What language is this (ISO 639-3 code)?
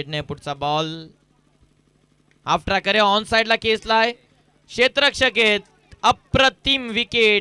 mar